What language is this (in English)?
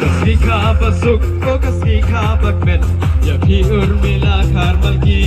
Khasi